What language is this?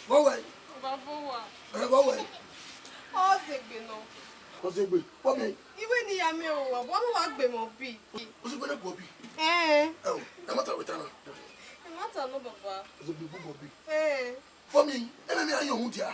Bini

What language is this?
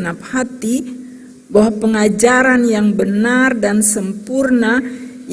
Ambonese Malay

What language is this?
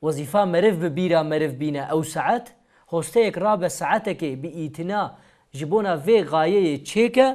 Kurdish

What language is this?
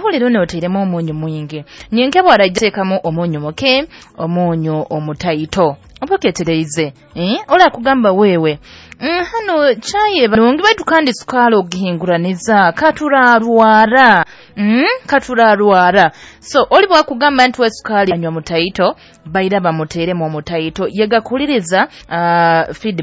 Nyoro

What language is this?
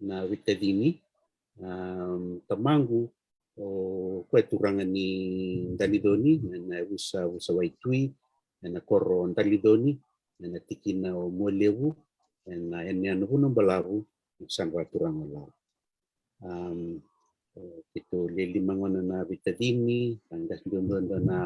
Fijian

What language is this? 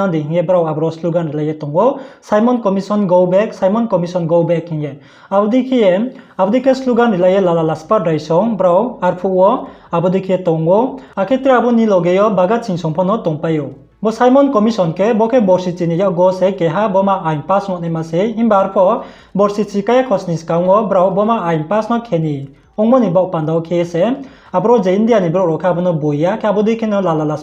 Riang (India)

